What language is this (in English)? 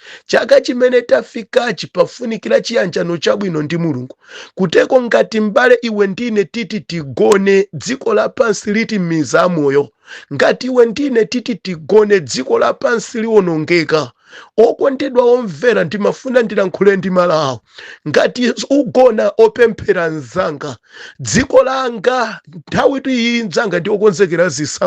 Nyanja